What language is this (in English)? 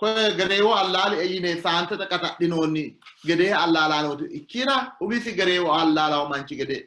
Sidamo